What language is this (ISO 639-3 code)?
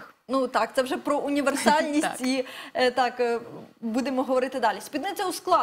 ukr